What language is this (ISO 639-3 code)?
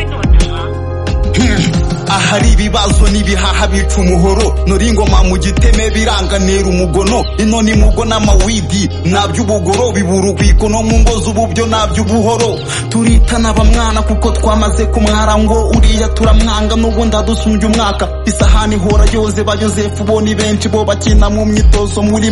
kin